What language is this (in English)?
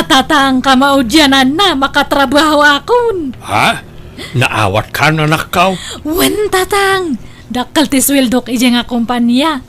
Iloko